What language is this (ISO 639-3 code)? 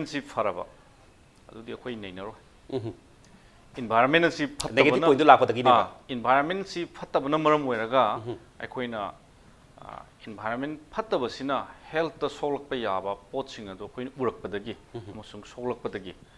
mni